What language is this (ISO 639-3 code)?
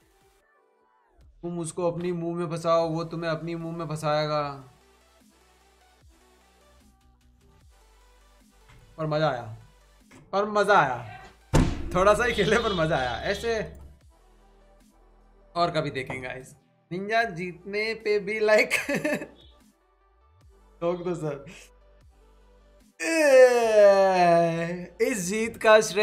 hin